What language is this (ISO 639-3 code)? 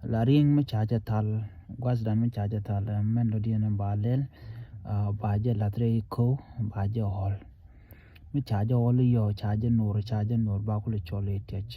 nus